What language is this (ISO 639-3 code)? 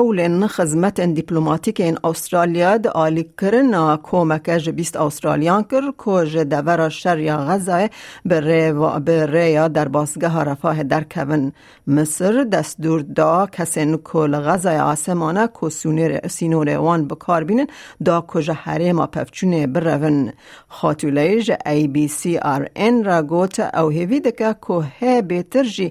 kur